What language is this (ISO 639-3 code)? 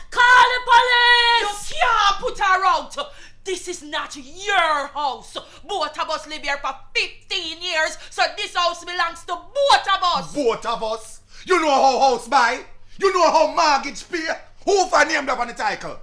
jam